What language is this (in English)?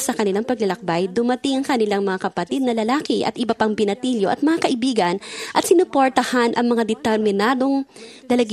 Filipino